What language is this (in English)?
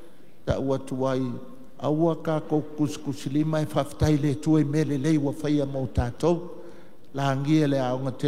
Samoan